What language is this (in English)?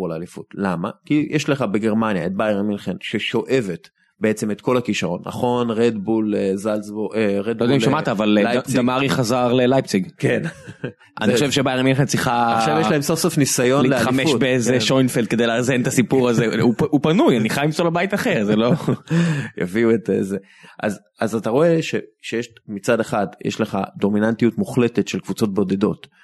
Hebrew